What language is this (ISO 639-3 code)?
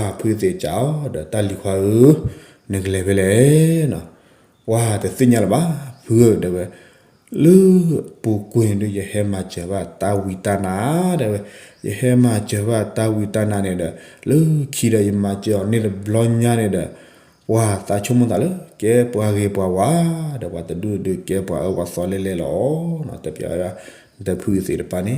ksw